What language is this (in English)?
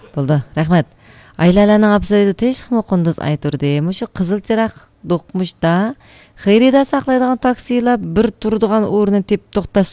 Uyghur